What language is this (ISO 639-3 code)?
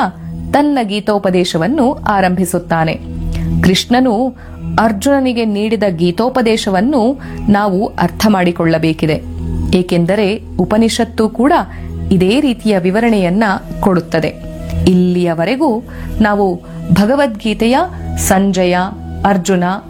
kan